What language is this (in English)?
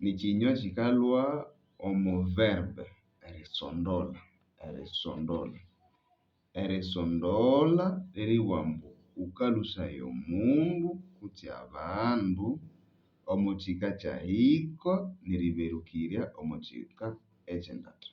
Nande